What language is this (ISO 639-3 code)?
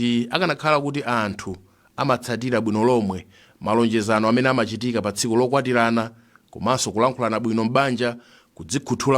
nya